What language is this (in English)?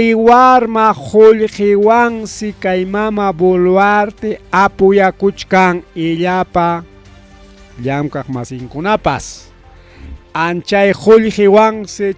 Ayacucho Quechua